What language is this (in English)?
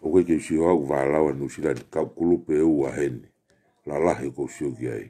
Tongan